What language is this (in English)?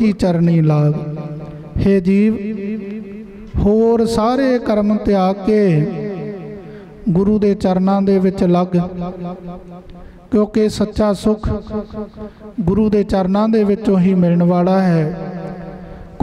Punjabi